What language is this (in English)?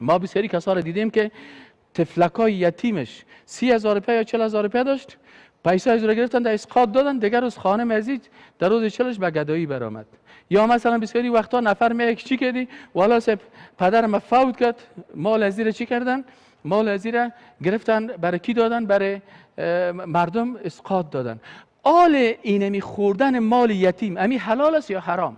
Persian